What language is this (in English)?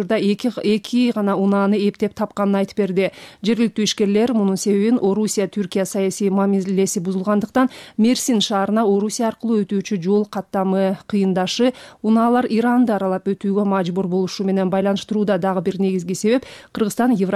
Kyrgyz